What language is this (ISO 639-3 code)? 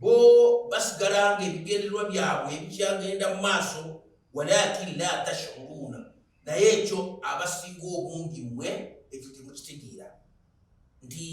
lug